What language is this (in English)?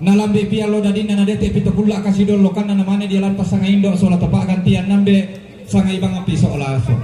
Toraja-Sa'dan